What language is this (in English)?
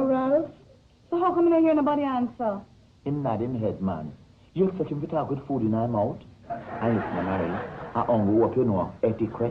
Jamaican Creole English